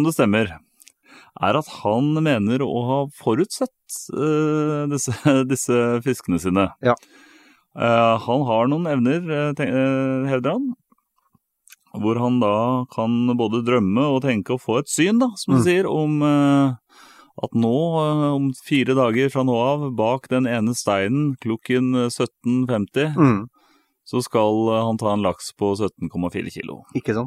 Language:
Norwegian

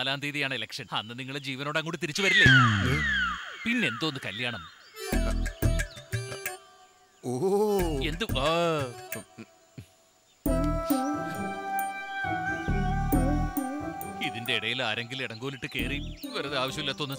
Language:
Malayalam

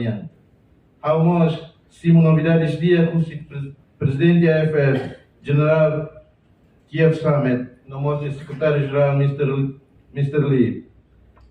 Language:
Tetum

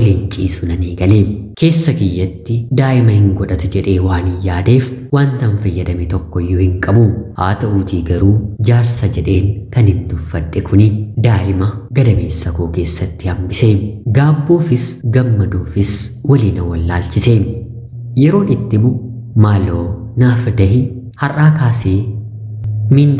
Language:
Oromo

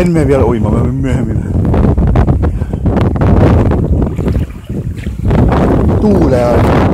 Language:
Finnish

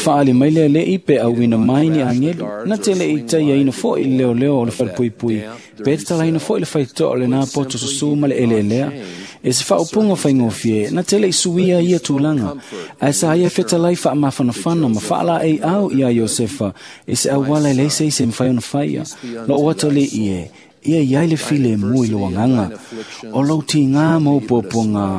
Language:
Samoan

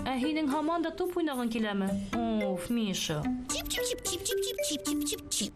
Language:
Bashkir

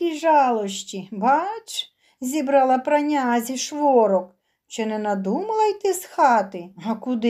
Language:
Ukrainian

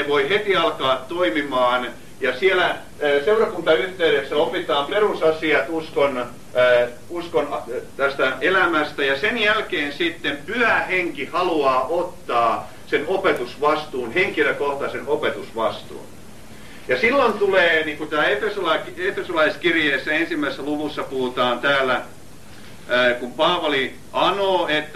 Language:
Finnish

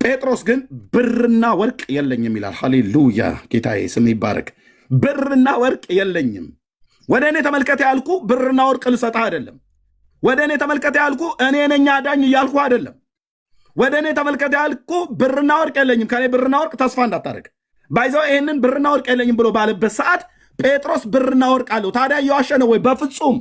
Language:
Amharic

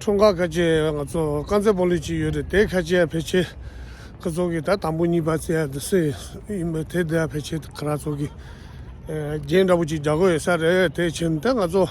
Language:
Tibetan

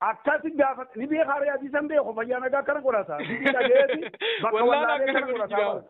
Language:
Oromo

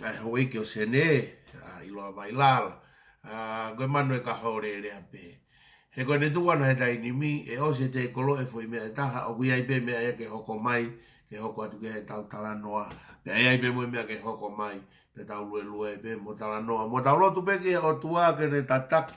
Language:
Tongan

